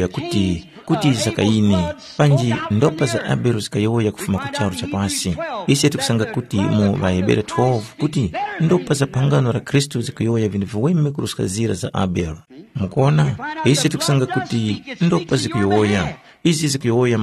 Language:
Tumbuka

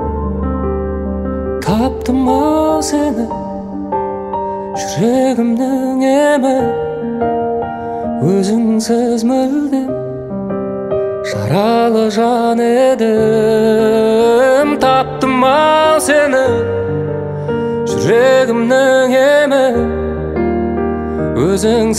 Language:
Kazakh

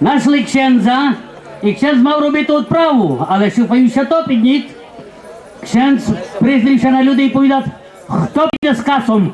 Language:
Rusyn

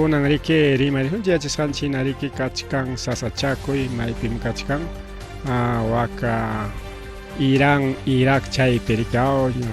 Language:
Ayacucho Quechua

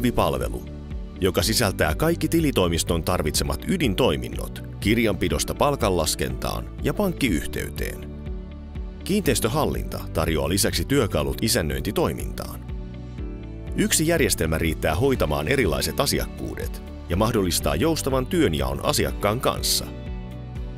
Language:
Finnish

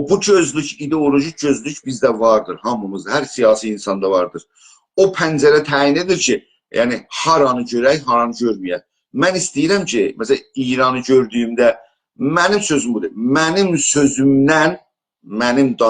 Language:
South Azerbaijani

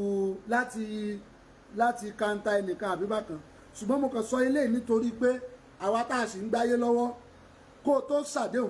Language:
Yoruba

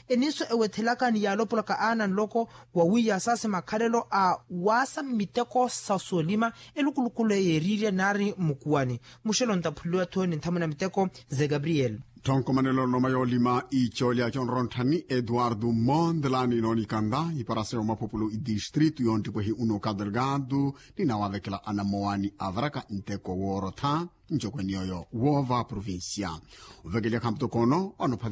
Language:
Makhuwa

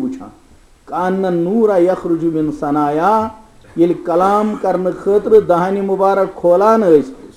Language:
Kashmiri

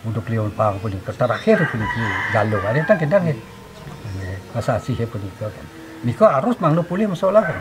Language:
Balinese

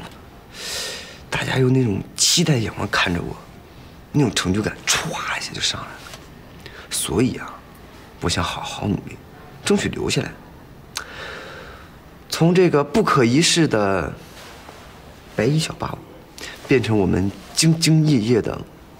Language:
Chinese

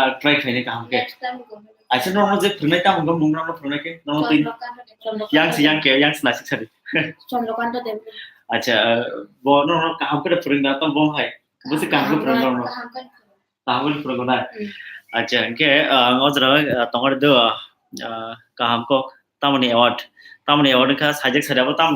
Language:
Kok Borok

